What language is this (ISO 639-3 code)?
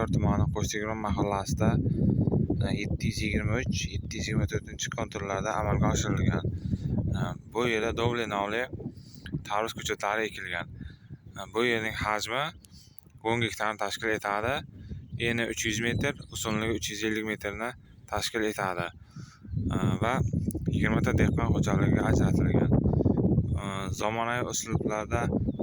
uzb